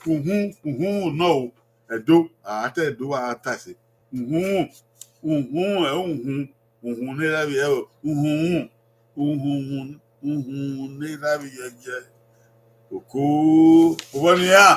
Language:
Bini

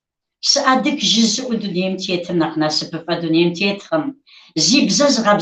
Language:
Kabardian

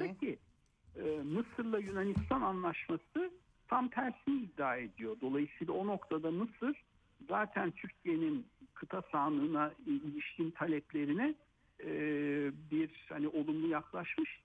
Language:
Turkish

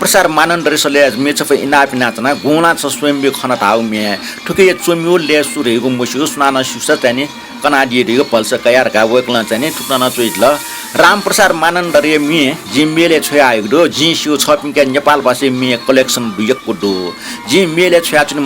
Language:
Newari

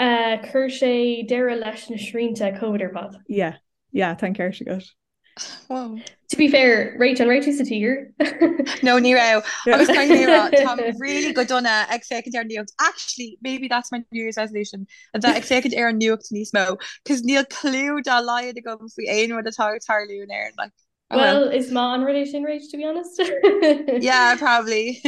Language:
Irish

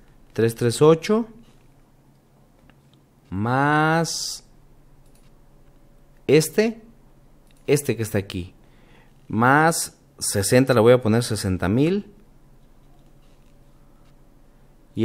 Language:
Spanish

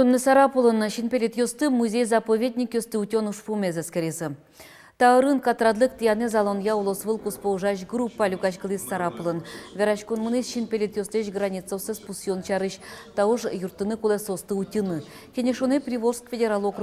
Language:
Udmurt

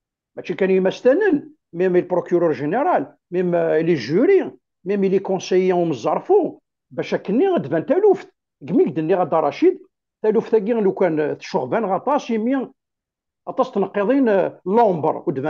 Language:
Kabyle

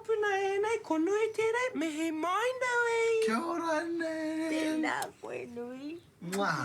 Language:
Māori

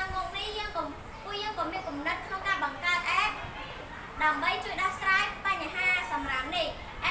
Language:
Khmer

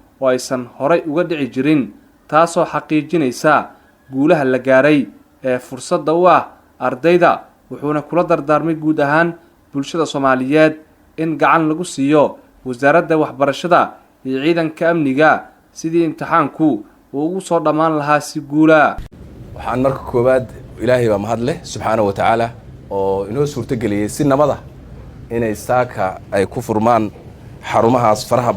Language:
Somali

